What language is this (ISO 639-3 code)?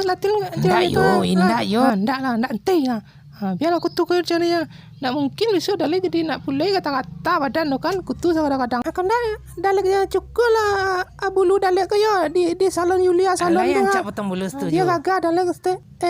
min